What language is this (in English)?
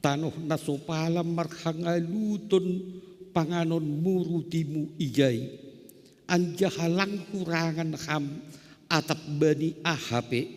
Batak Simalungun